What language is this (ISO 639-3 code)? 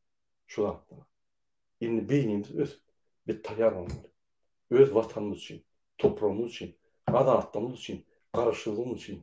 tuk